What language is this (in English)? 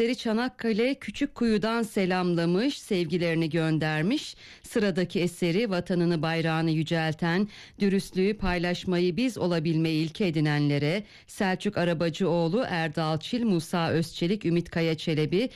Turkish